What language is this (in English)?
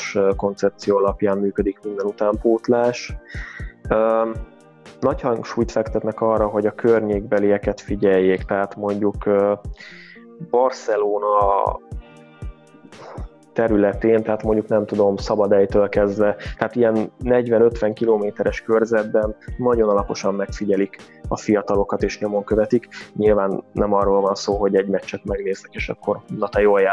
Hungarian